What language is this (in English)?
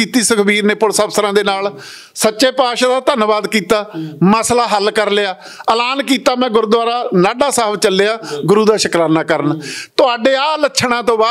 Punjabi